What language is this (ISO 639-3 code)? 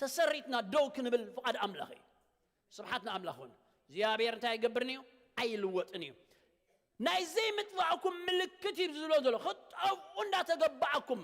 tir